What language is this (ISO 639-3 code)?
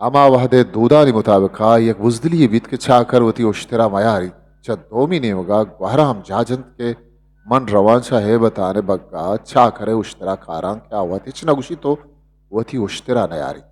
bgp